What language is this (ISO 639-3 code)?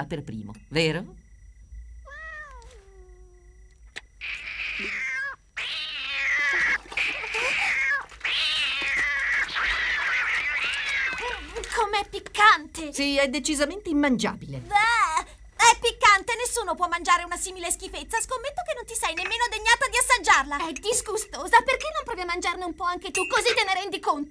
ita